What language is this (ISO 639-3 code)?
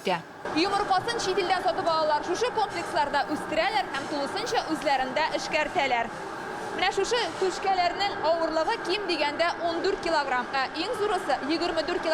tat